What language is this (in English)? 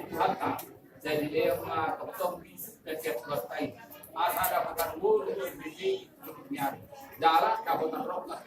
Batak Toba